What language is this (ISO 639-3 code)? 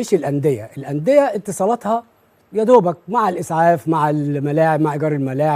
arz